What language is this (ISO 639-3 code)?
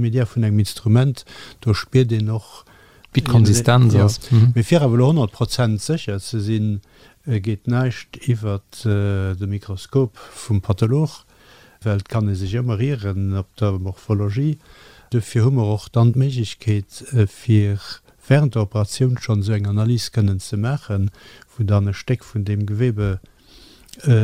ltz